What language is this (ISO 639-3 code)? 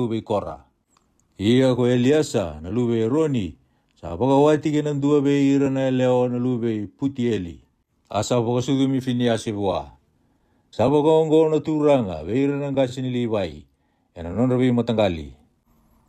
fij